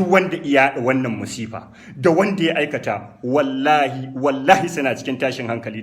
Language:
Hausa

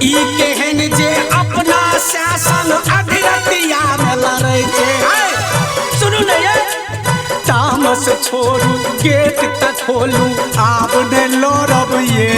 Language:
Maithili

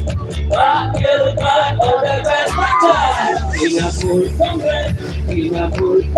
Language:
Khasi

